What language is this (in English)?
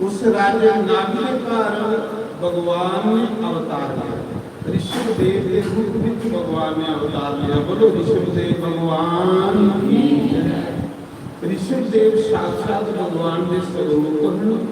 Dogri